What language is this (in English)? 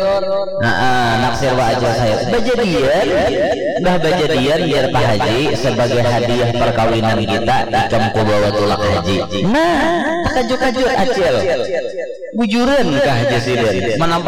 Banjar